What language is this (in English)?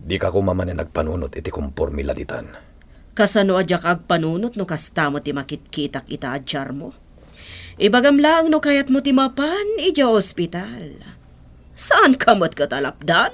Iloko